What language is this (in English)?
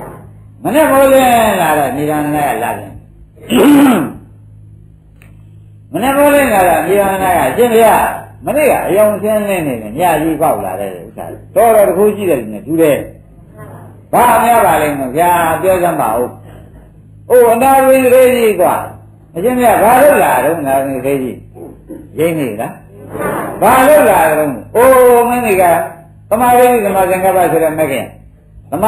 Burmese